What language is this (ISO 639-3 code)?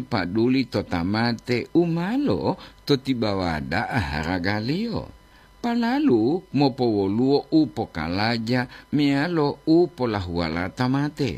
gor